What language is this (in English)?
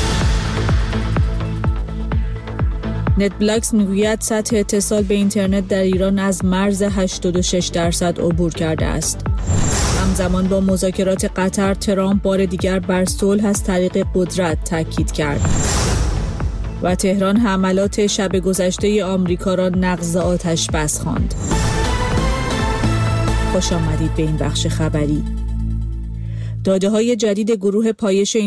Persian